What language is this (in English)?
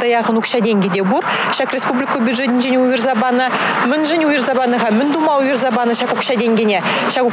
Chuvash